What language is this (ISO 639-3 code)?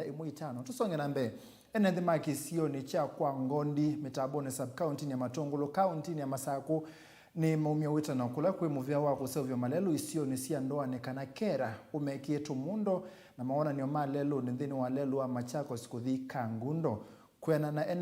kam